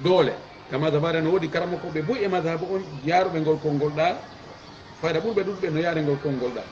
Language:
Fula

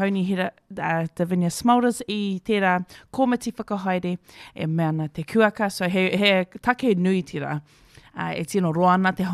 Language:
Māori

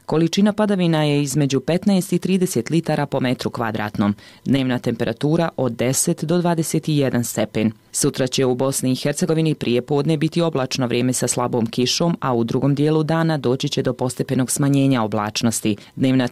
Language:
Bosnian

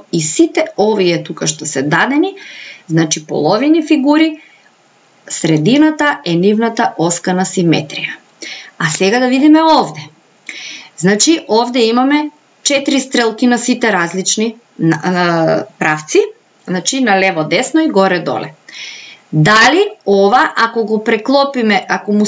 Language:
Macedonian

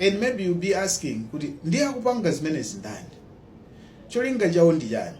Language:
Nyanja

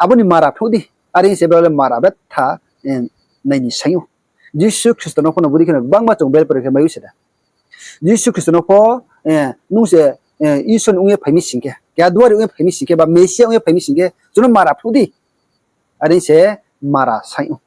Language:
Riang (India)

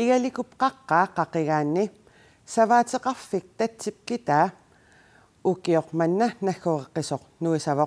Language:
Kalaallisut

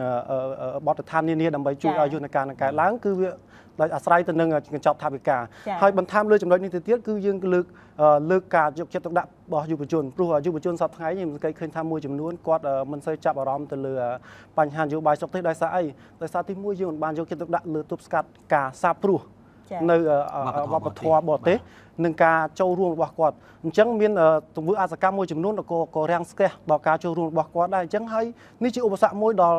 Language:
Khmer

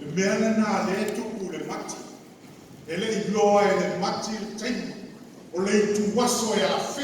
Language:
Samoan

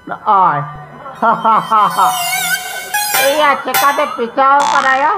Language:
Santali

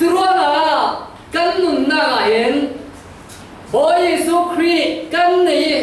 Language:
Falam Chin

